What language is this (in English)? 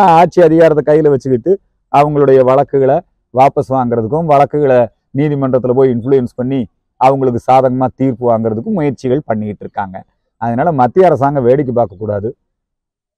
Tamil